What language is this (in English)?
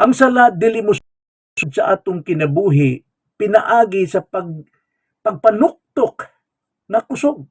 Cebuano